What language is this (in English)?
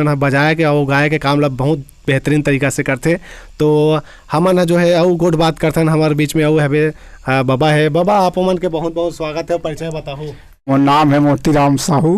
Chhattisgarhi